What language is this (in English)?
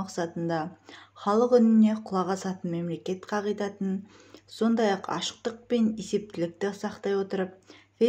Kazakh